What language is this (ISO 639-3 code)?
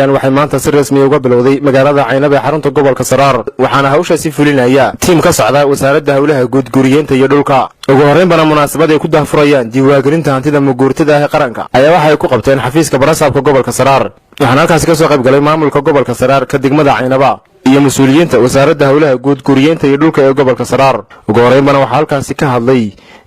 som